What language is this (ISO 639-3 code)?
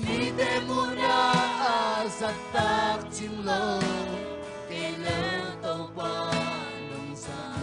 ctd